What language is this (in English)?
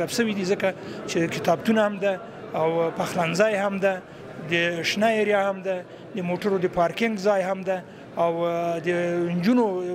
Pashto